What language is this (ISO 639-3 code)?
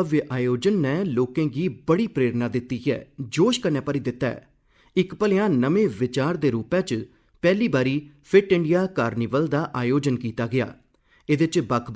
doi